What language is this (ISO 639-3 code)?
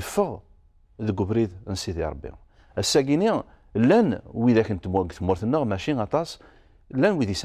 kab